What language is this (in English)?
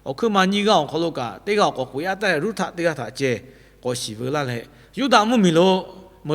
Lahu